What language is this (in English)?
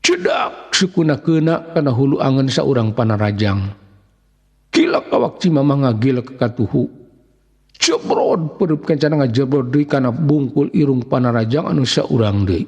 Sundanese